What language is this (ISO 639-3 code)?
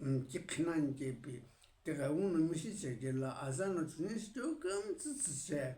nsm